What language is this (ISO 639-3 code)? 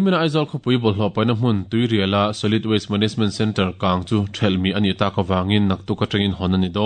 lus